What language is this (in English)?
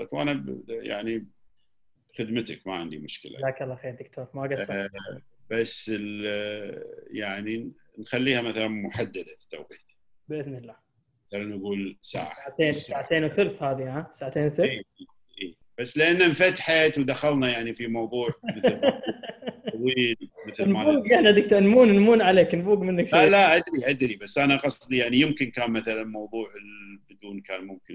Gulf Arabic